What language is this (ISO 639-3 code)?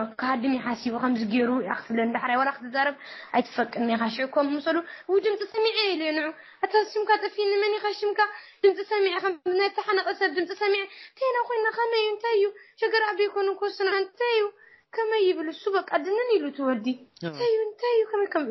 tir